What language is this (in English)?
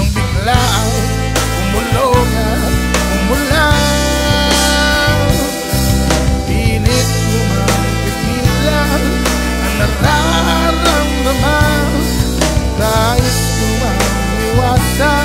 Filipino